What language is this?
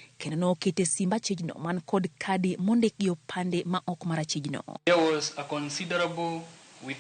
Luo (Kenya and Tanzania)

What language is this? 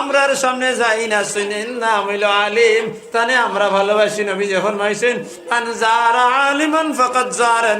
Sylheti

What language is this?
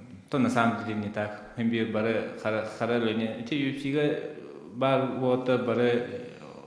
Yakut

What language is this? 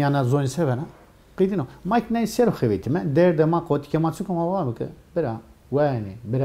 Zaza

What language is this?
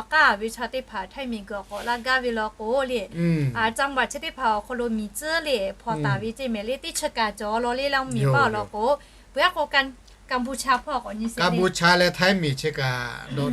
Lahu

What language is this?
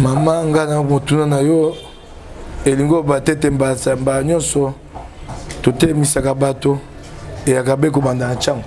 Lingala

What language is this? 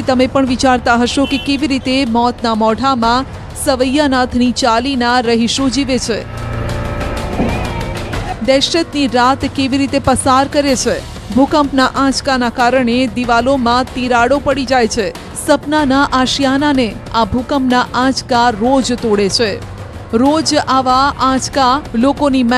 Gujarati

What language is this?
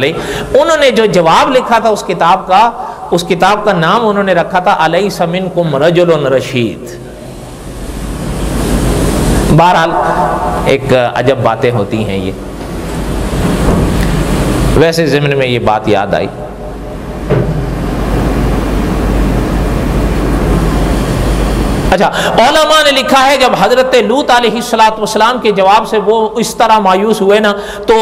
Urdu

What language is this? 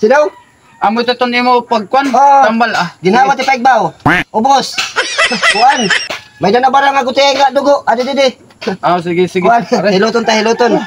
Waray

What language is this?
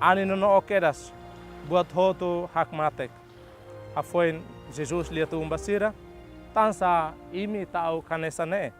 Tetum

